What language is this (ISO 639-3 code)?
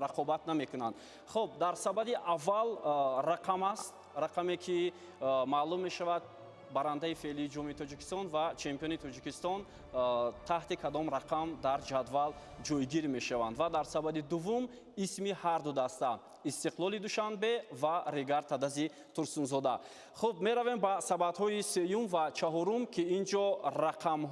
tgk